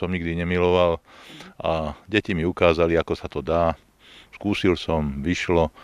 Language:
Slovak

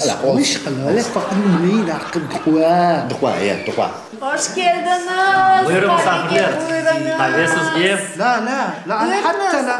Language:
Crimean Tatar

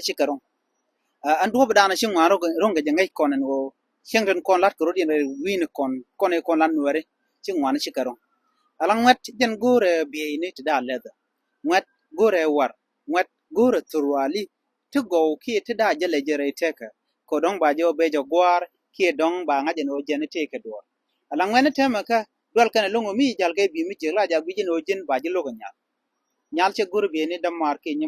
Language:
Nuer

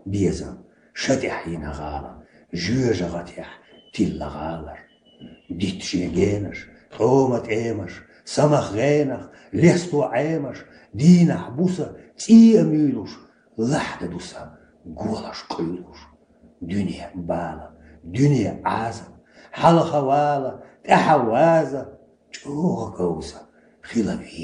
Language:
Chechen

